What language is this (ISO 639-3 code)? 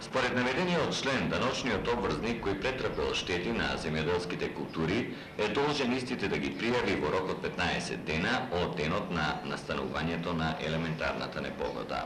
mkd